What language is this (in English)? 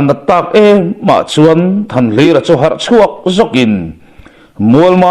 Mizo